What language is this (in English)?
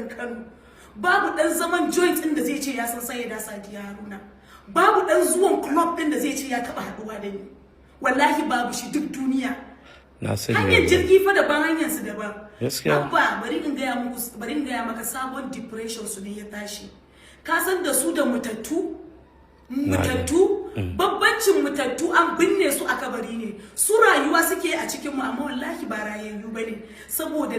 Hausa